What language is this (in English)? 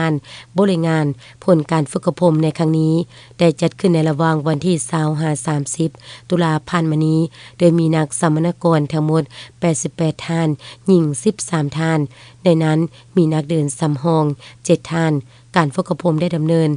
Lao